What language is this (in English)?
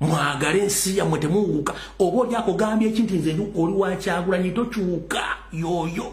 Ganda